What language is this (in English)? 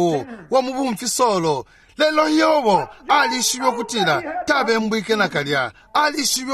Bemba